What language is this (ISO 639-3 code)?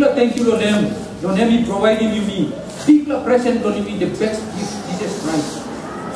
tpi